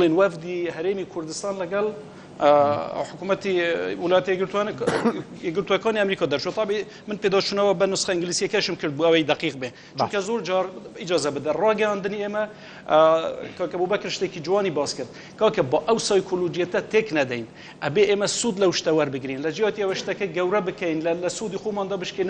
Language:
Central Kurdish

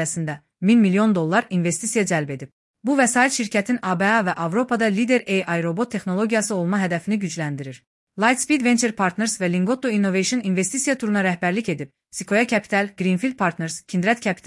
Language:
Azerbaijani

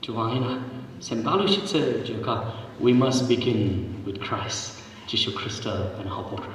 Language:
Tangkhul Naga (India)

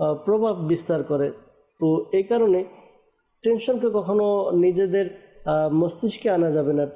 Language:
Bangla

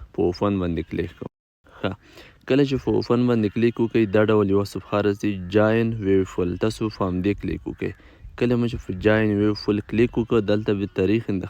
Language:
Pashto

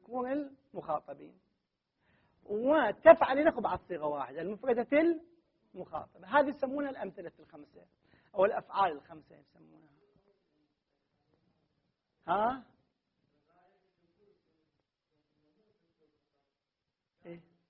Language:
Arabic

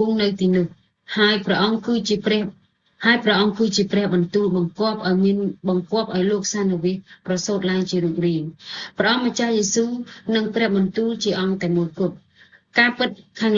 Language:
Khmer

